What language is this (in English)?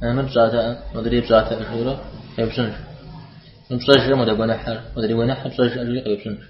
Kabardian